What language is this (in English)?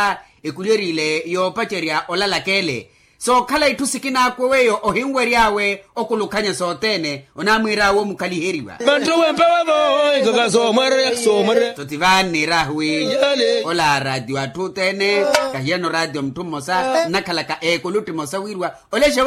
Makhuwa